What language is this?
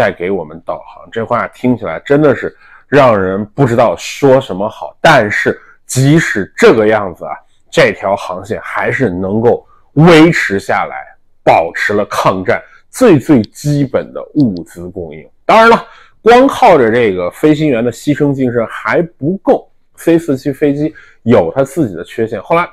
Chinese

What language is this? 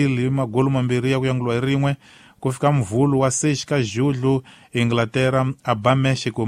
Tsonga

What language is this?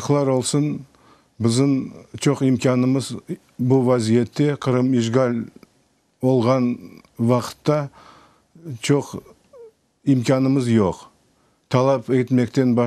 Crimean Tatar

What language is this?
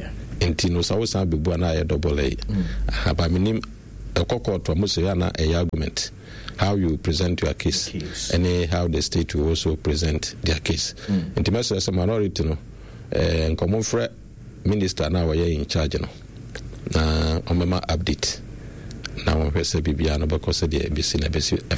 Akan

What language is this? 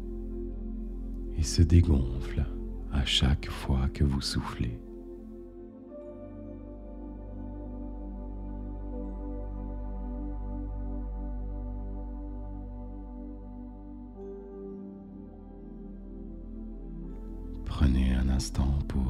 French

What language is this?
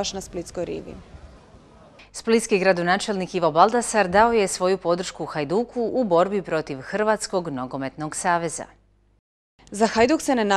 Croatian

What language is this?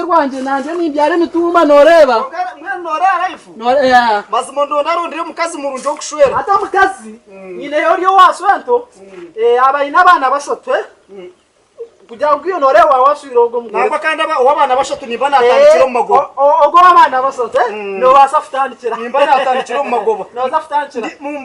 Nyankole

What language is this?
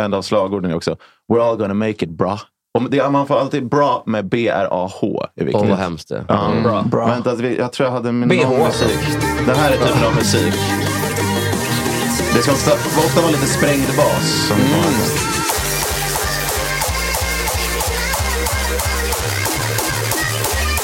Swedish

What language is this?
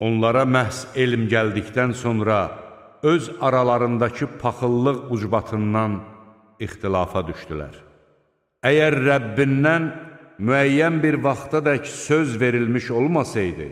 Azerbaijani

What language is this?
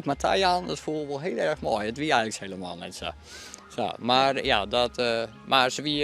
Western Frisian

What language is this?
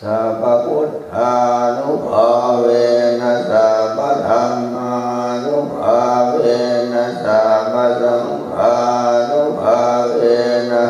Pali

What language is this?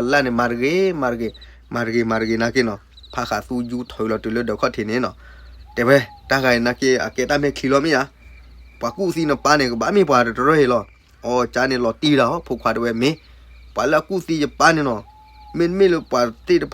S'gaw Karen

